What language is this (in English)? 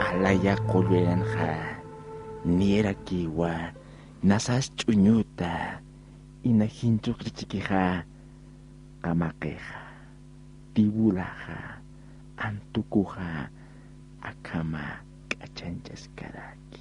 Aymara